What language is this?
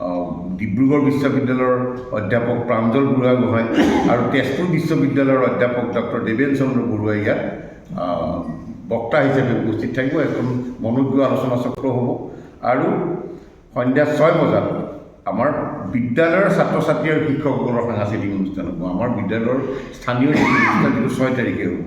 Assamese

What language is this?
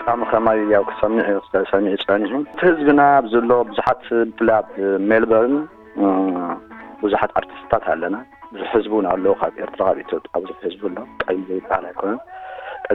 Tigrinya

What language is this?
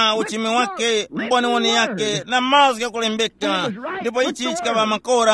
Tumbuka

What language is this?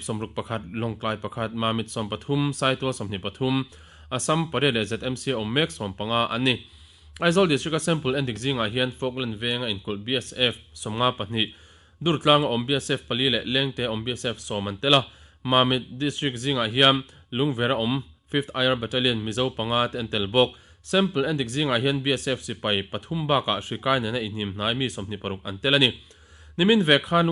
Mizo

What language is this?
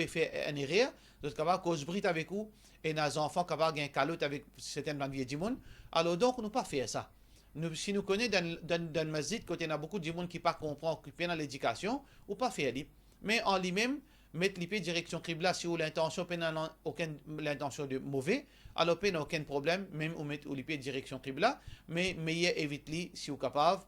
Morisyen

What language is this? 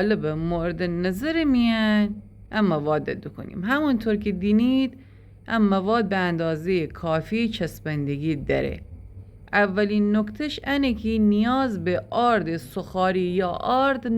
Gilaki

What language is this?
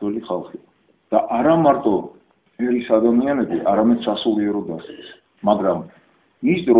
Georgian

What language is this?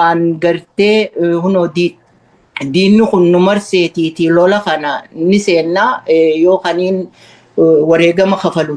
Oromo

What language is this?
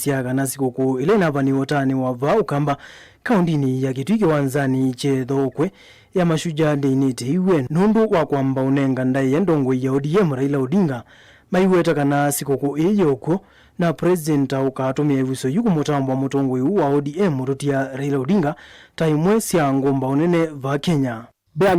Kamba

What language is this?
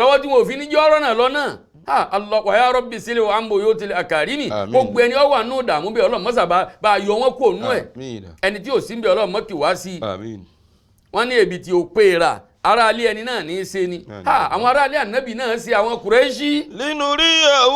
Yoruba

